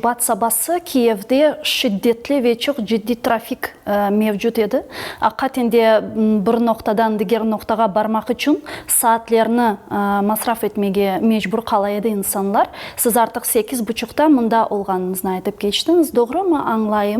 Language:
Crimean Tatar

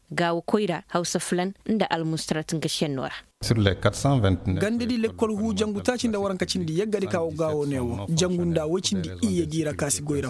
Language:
Koyraboro Senni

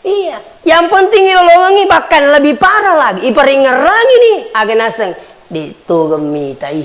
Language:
Buginese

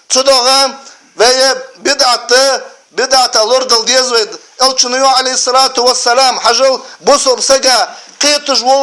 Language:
Ingush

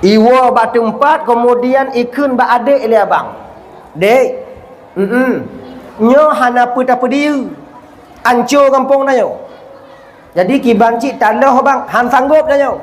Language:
Achinese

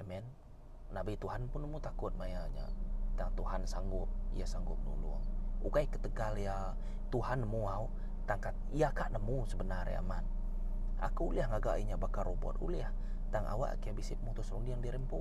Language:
Iban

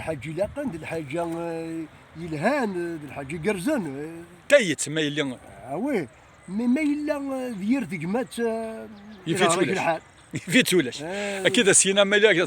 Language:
Kabyle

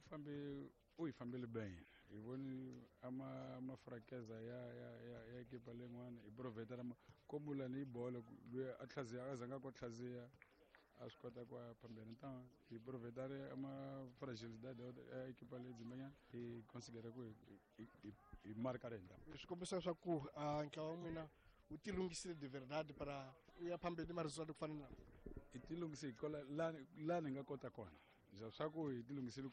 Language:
Tsonga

